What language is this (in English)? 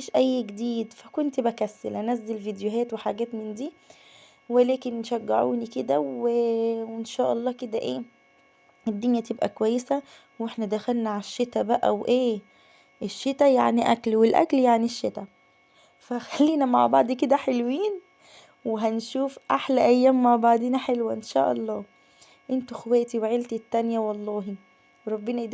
Egyptian Arabic